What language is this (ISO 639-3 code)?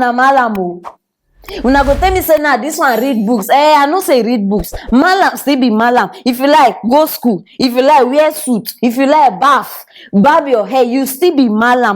pcm